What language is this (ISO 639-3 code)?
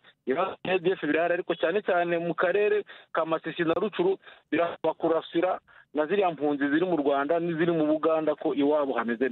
kin